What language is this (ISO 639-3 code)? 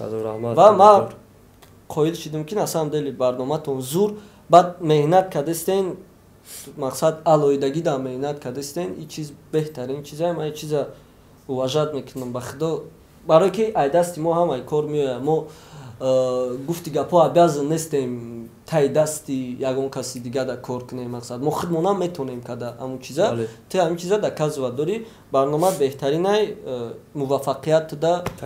tgk